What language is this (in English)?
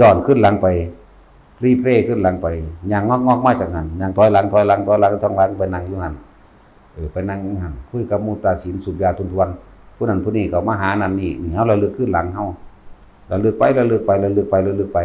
Northeastern Thai